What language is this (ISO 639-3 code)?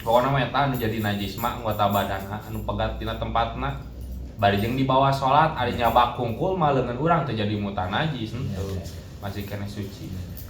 sun